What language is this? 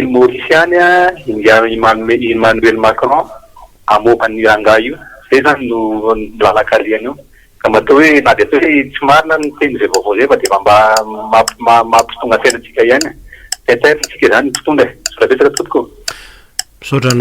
Malagasy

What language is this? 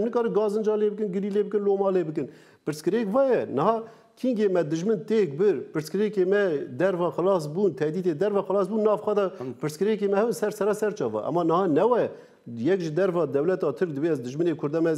Kurdish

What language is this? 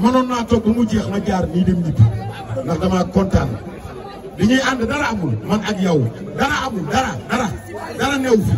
Wolof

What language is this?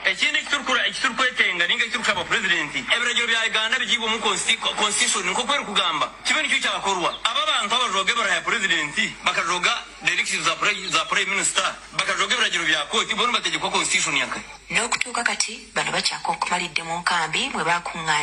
Ganda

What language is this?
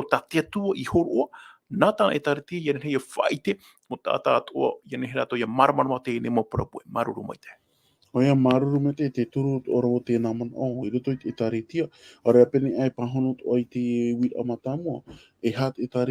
Tahitian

